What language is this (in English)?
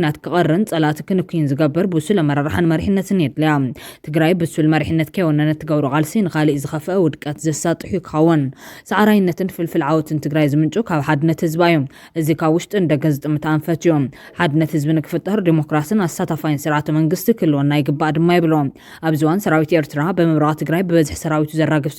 Tigrinya